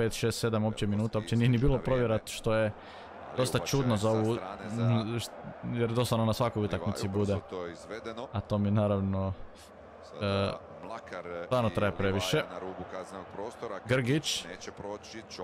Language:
Croatian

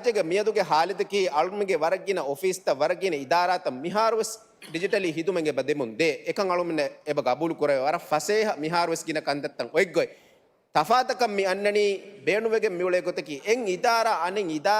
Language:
Divehi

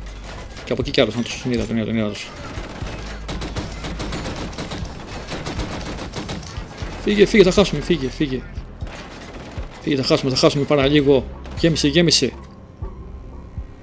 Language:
Greek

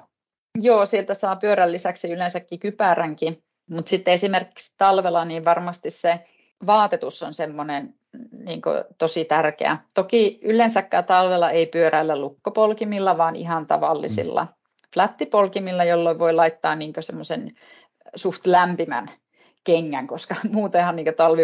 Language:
Finnish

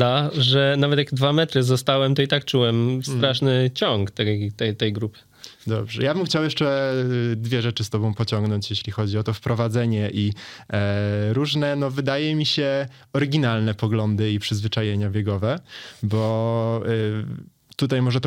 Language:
Polish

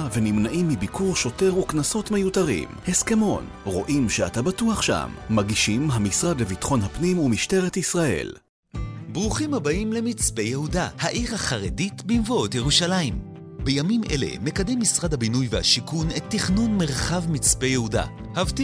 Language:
Hebrew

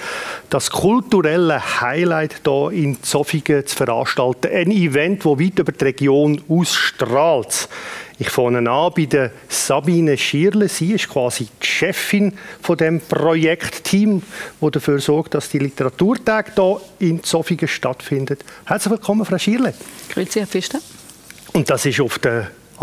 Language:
Swiss German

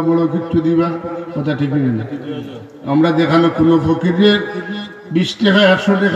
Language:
Sylheti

